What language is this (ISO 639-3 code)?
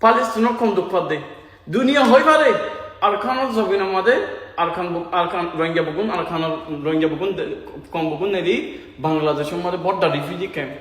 rhg